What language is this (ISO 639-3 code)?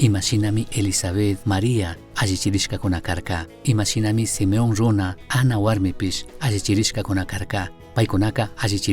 qug